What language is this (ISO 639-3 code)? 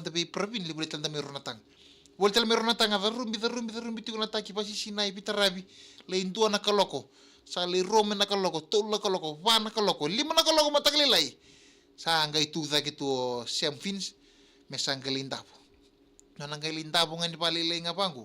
fij